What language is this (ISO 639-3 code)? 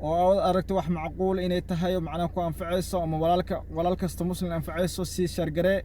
som